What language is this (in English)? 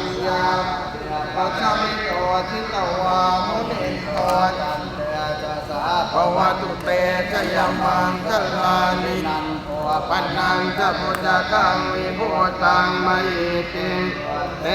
Pali